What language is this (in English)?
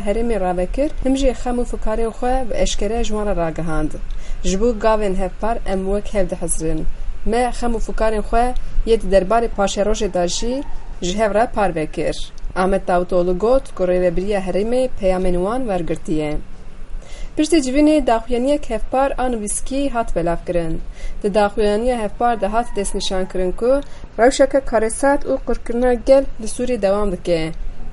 Kurdish